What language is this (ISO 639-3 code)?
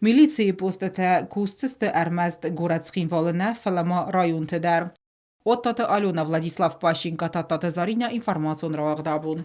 oss